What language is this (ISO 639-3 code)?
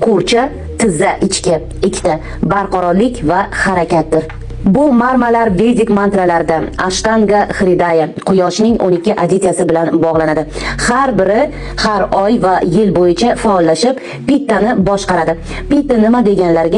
uzb